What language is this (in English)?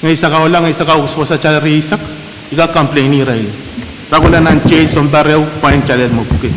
Pohnpeian